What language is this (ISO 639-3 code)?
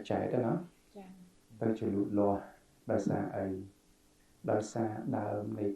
khm